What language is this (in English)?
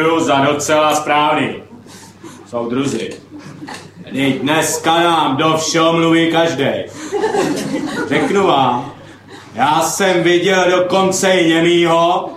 Czech